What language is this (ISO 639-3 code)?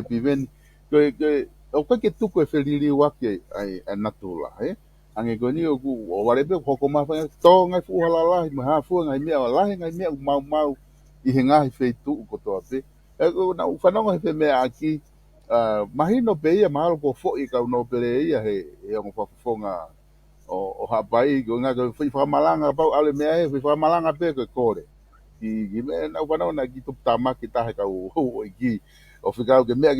ton